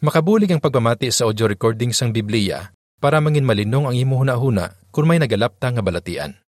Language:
Hiligaynon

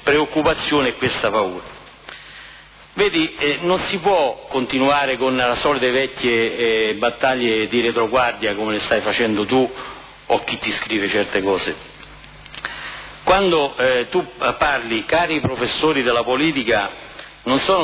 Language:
Italian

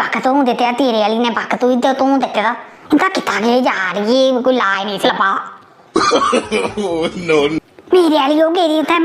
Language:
Dogri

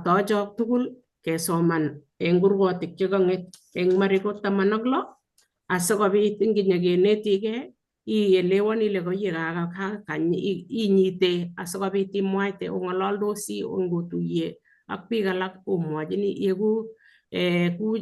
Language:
Kalenjin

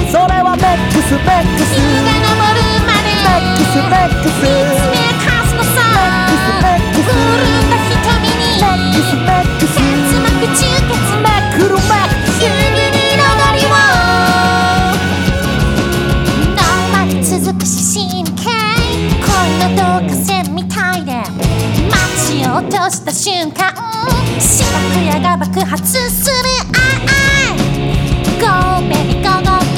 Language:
Japanese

